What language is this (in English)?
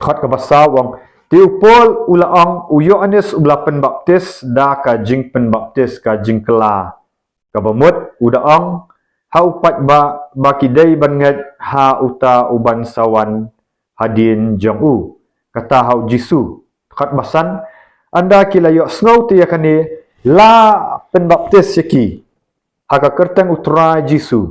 Khasi